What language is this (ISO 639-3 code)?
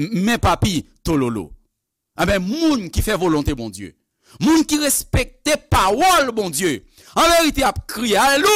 hat